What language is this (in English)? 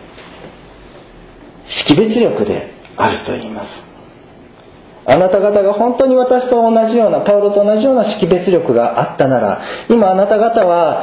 Japanese